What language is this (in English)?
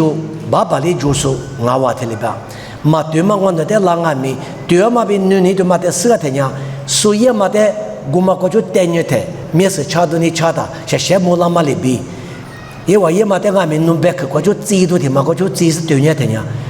Lisu